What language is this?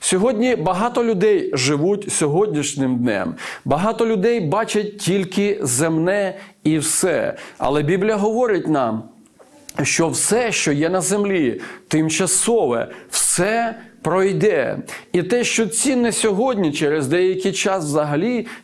Ukrainian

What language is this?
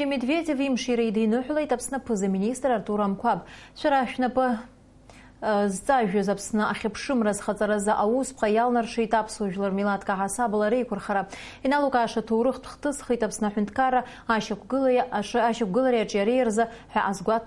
Abkhazian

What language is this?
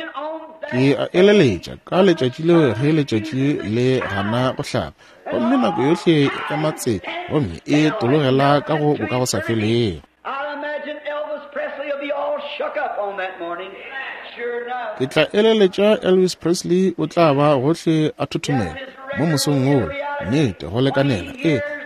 Northern Sotho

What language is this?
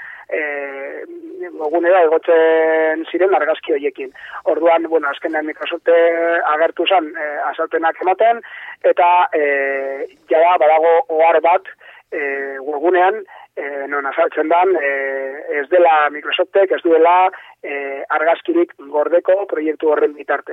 Basque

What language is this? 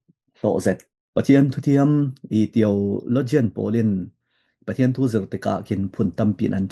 Falam Chin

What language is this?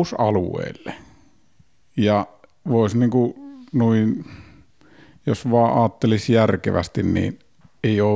Finnish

